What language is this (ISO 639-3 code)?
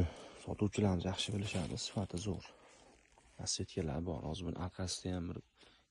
uzb